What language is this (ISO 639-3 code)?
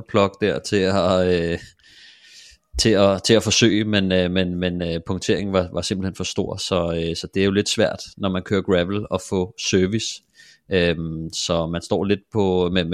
dan